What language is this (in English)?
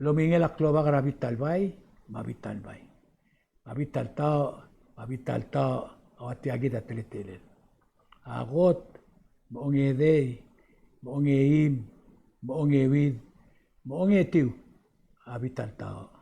Palauan